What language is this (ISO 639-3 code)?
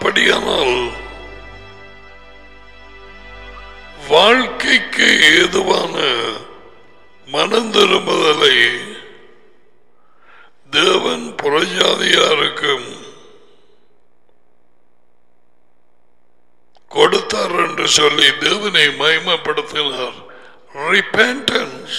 tam